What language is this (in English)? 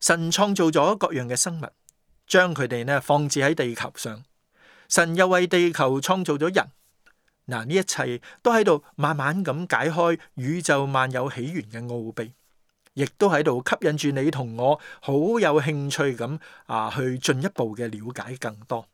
Cantonese